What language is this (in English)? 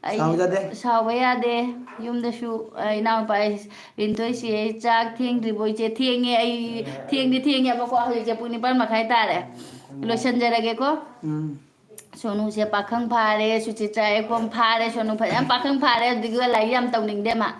Manipuri